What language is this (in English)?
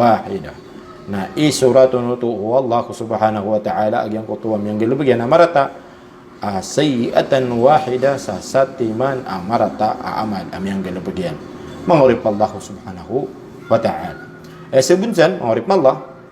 Maranao